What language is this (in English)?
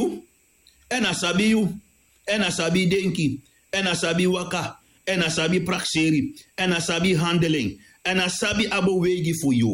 Sranan Tongo